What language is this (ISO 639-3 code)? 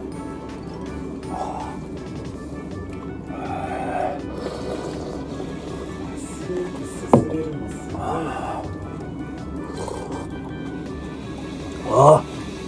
jpn